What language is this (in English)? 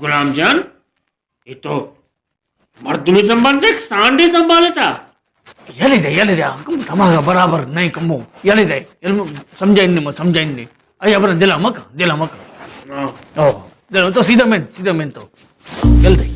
Baluchi